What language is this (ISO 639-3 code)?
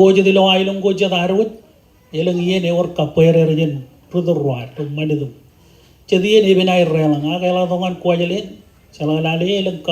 mah